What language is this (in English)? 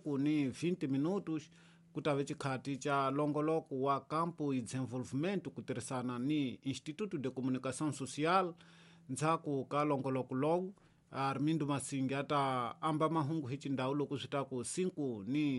Tsonga